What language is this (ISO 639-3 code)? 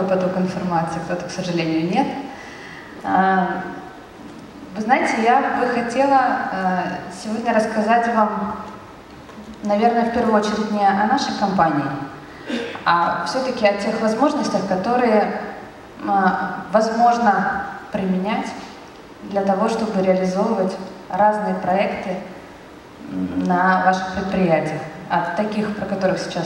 rus